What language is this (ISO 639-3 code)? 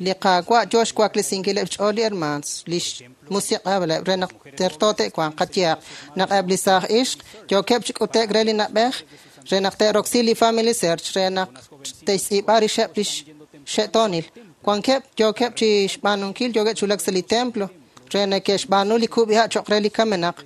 kek